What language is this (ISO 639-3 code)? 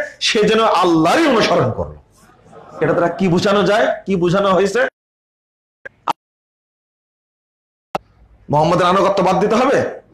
ben